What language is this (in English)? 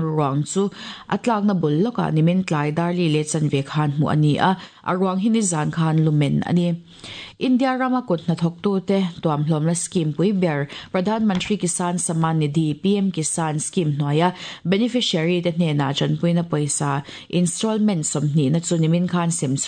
Mizo